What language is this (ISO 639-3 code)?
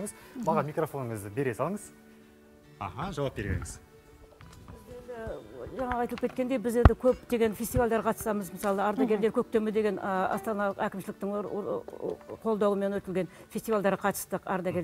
kaz